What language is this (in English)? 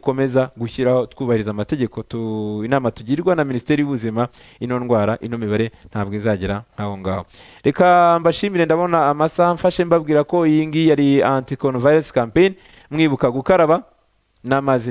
Kinyarwanda